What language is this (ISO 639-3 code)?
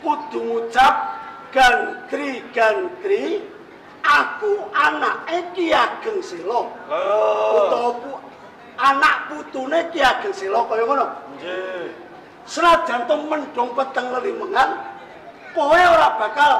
jav